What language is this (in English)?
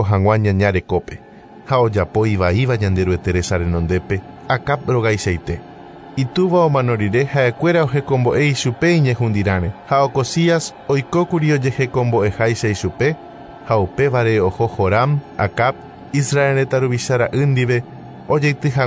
Guarani